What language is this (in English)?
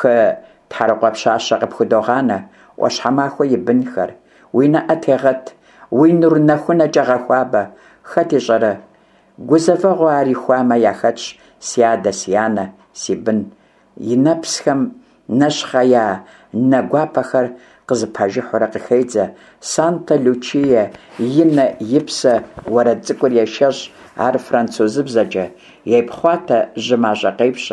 Kabardian